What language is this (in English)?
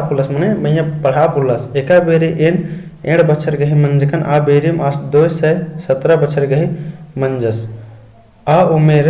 Kurukh